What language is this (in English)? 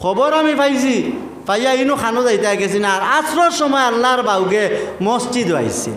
Sylheti